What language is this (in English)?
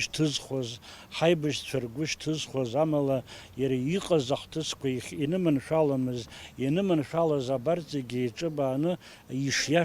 Abkhazian